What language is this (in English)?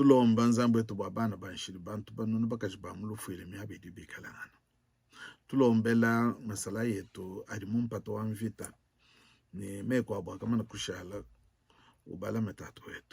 Luba-Lulua